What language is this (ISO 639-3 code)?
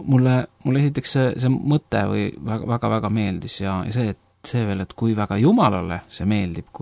est